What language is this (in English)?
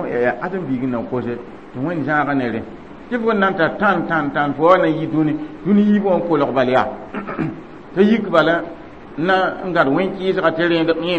Mossi